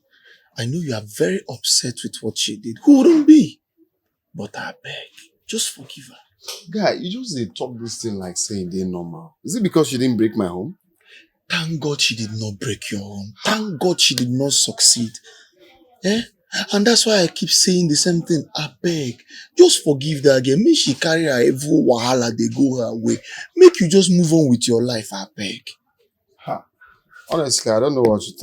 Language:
Nigerian Pidgin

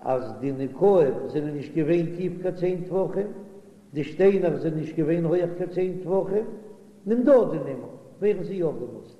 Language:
Yiddish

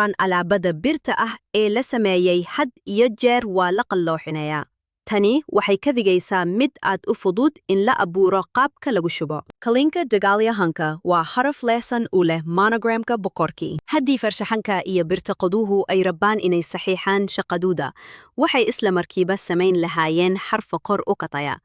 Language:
Somali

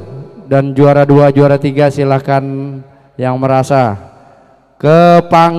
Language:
Indonesian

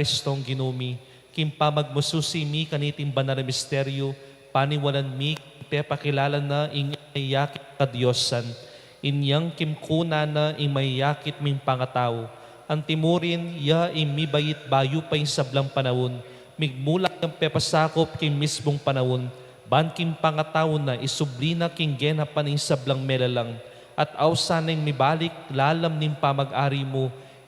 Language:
Pampanga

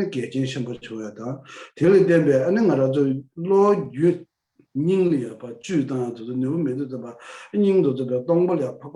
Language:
Tibetan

